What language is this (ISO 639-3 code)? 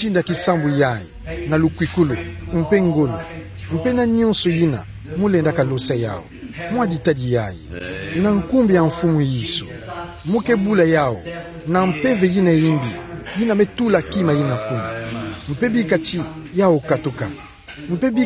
ktu